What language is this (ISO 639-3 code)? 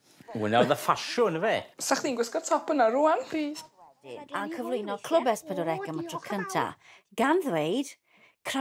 cym